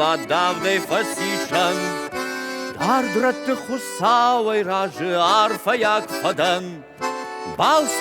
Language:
Ossetic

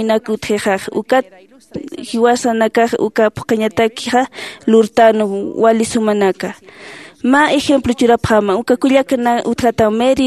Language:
Aymara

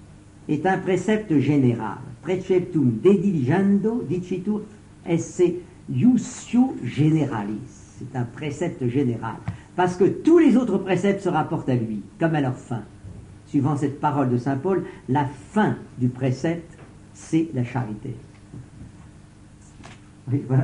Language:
French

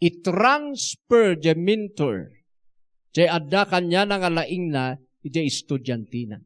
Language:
Iloko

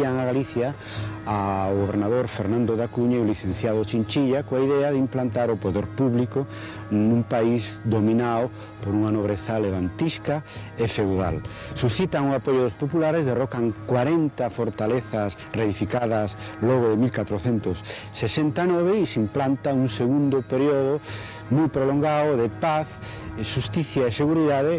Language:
Galician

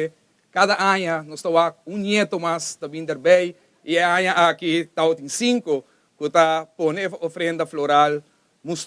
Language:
Papiamento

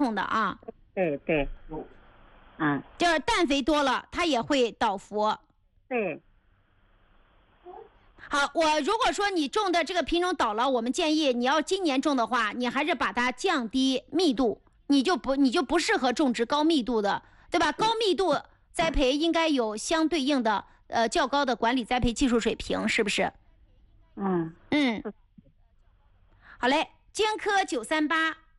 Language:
Chinese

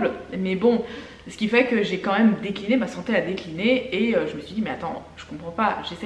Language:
French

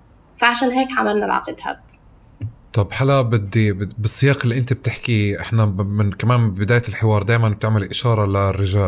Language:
North Levantine Arabic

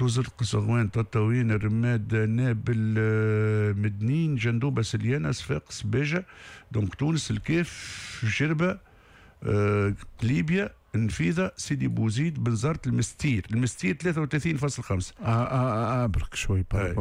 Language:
Tunisian Arabic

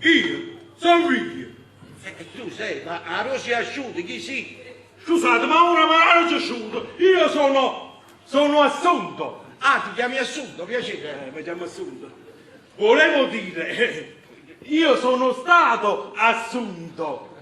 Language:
Neapolitan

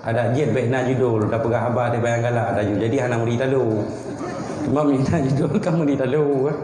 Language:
Achinese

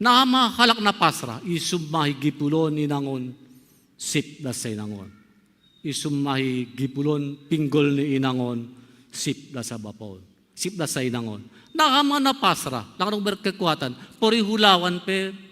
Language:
Batak Simalungun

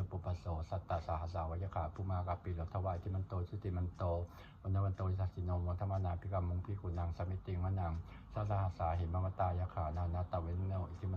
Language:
Pali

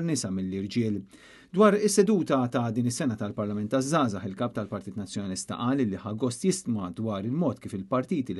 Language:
Maltese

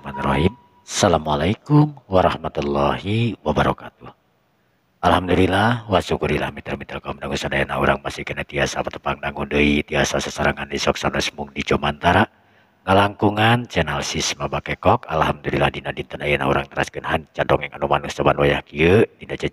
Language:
Sundanese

